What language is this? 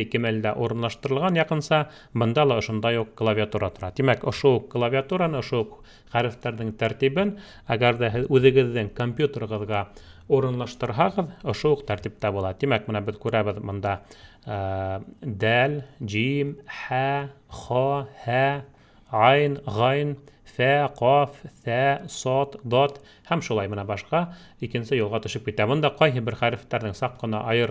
Bashkir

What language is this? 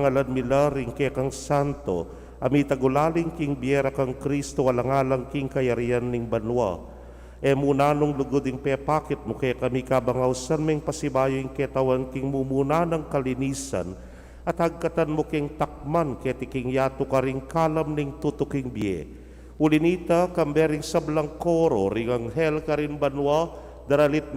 Pampanga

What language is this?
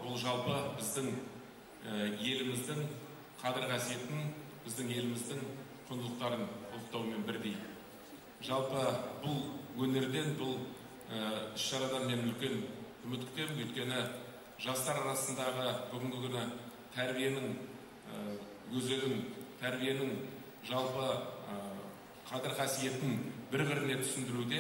Kazakh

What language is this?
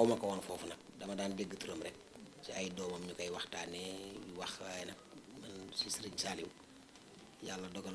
Wolof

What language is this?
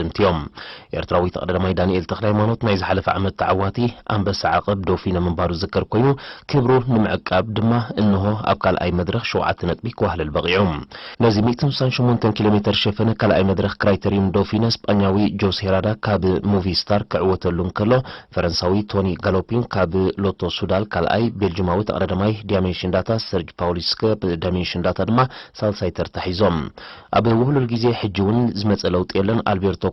Tigrinya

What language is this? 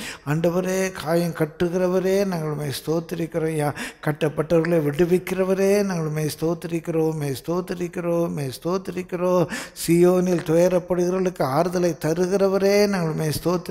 Tamil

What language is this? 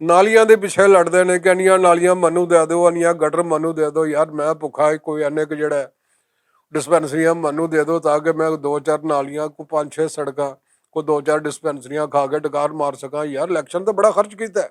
Western Panjabi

